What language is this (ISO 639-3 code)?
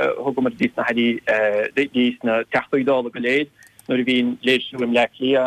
gle